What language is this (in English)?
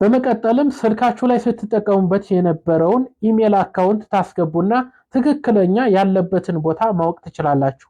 Amharic